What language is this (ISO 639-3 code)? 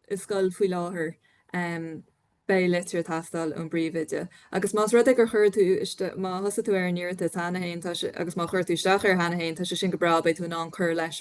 gle